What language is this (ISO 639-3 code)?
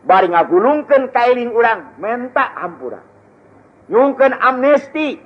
sun